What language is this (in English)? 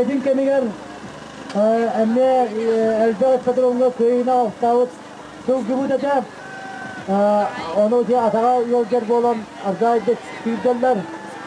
Yakut